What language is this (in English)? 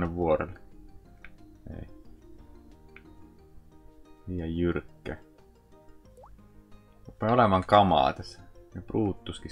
Finnish